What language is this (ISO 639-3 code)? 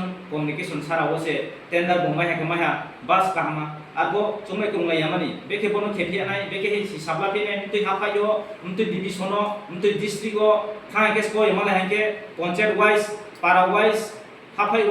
ria